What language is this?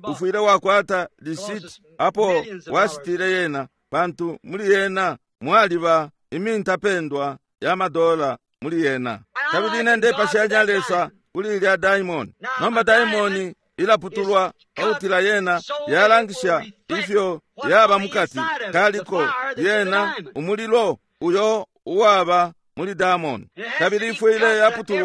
Bemba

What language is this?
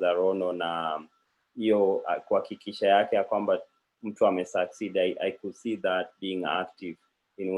Kalenjin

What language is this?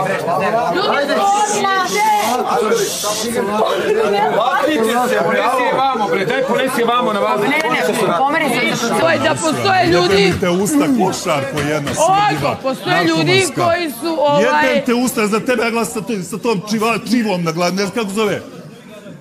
Serbian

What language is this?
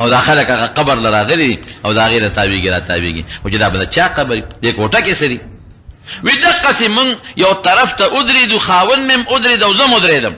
Pashto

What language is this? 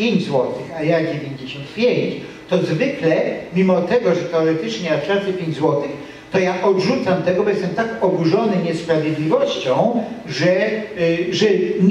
Polish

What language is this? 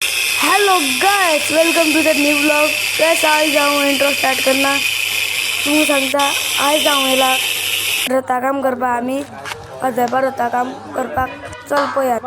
Konkani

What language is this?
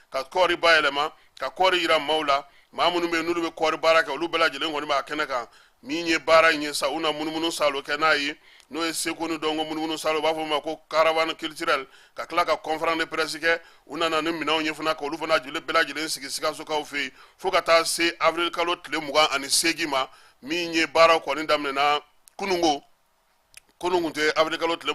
Bambara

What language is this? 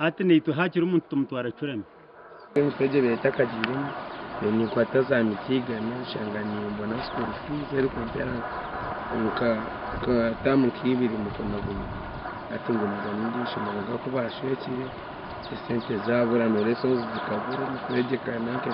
Nyankole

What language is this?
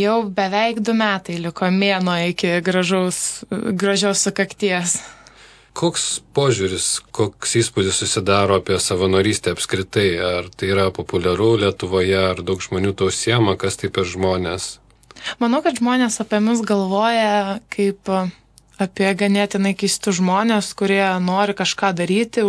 Lithuanian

